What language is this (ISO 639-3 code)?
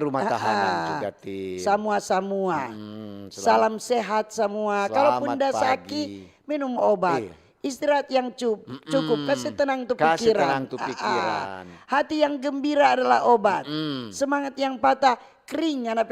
xmm